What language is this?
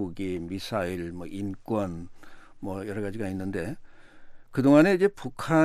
Korean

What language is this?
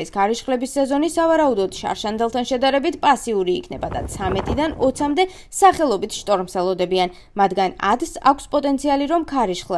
Georgian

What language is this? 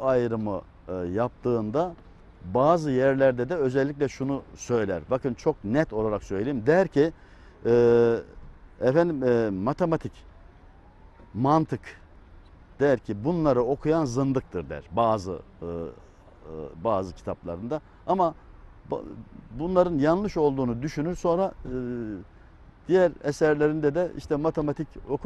Turkish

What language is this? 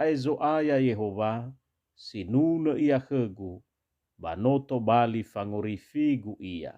Nias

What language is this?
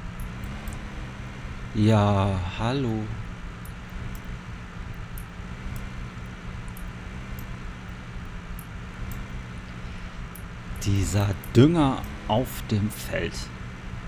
German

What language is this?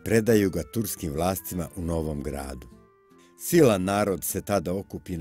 Bosnian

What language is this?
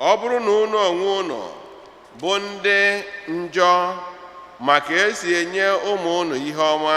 Igbo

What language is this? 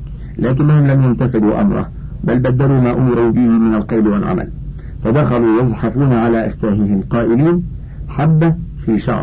Arabic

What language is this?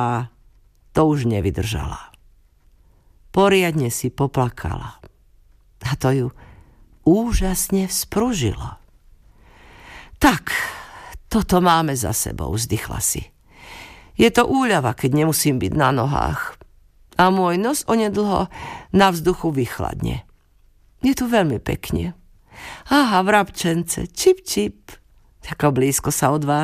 Slovak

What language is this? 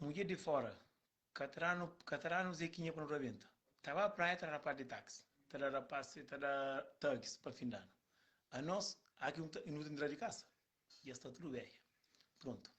Kabuverdianu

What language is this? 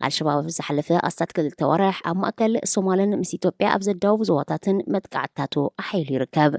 Tigrinya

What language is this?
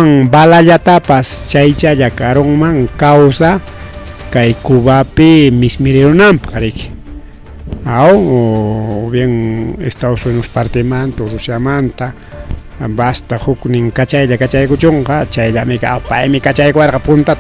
Ayacucho Quechua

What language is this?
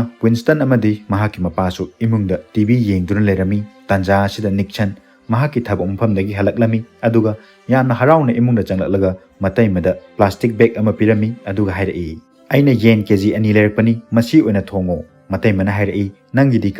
Manipuri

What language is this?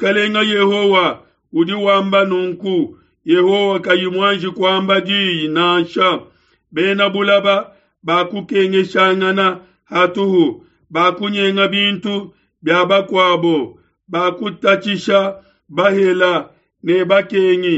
Luba-Lulua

